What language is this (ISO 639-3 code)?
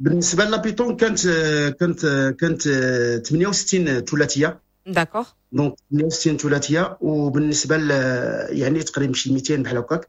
ary